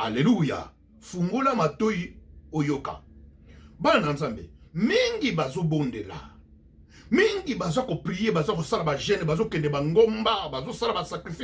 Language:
Lingala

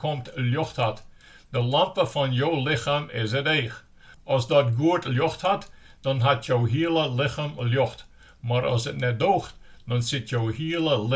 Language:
Western Frisian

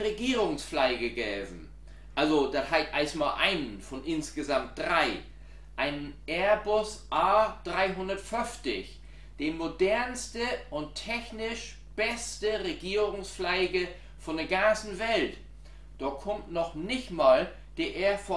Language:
Low German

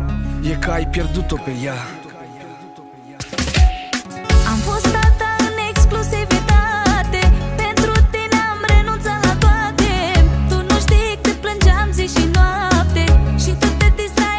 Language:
Romanian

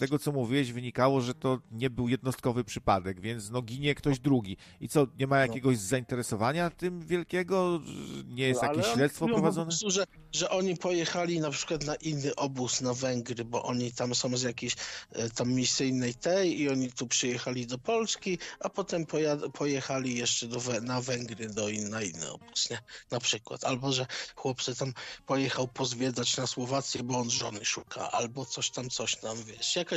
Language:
Polish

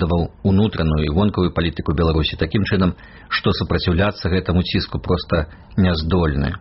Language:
Belarusian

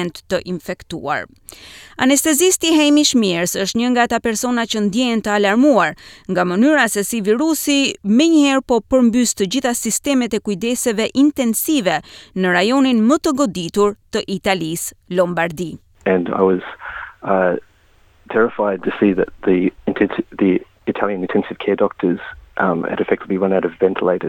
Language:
Albanian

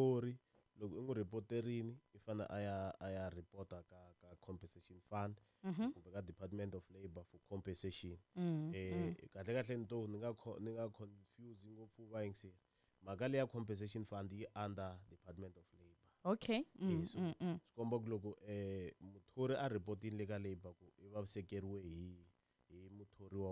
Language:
Tsonga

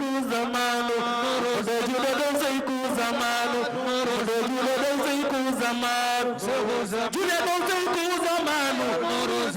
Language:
Fula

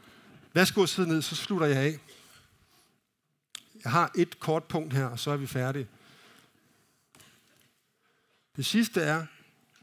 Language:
Danish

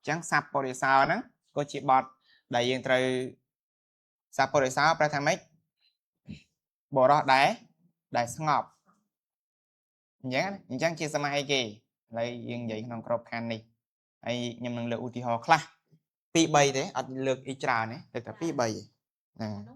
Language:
Khmer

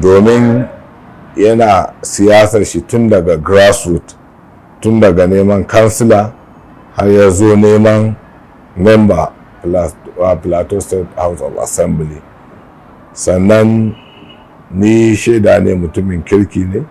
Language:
Hausa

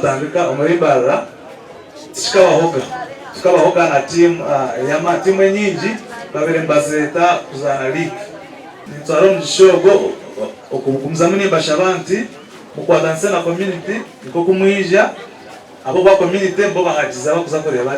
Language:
Nyankole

